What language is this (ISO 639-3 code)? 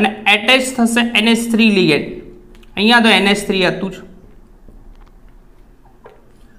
guj